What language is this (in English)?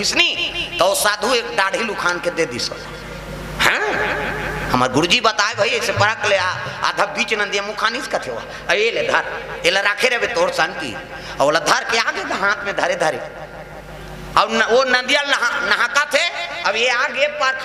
Chhattisgarhi